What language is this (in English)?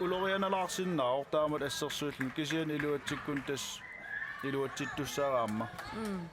Kalaallisut